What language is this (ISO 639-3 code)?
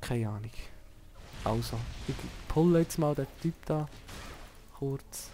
gsw